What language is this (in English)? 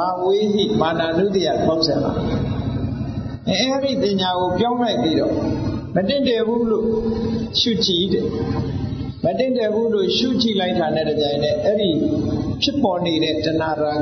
Burmese